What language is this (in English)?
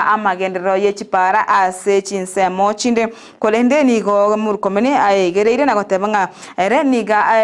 Gusii